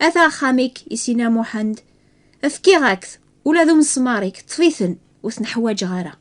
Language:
Kabyle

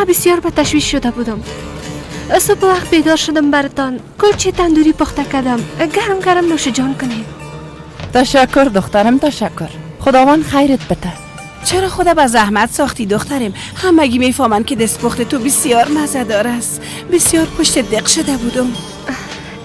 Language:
Persian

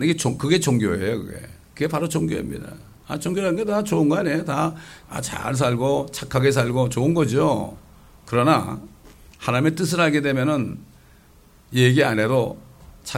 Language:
Korean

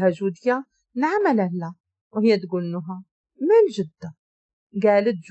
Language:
Moroccan Arabic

